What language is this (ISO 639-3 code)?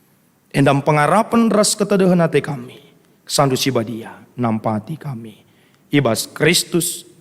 btx